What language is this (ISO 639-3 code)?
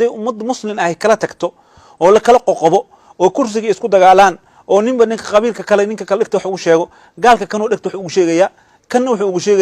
som